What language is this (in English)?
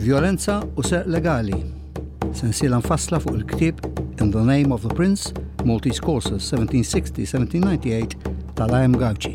Maltese